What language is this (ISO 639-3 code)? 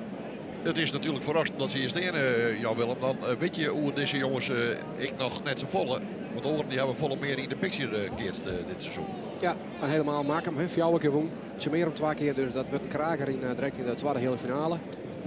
fry